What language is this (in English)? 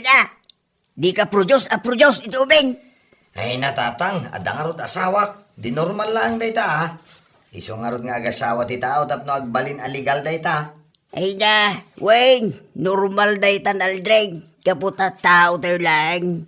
Iloko